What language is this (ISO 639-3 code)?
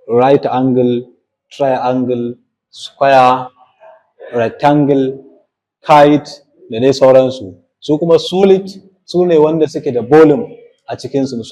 hau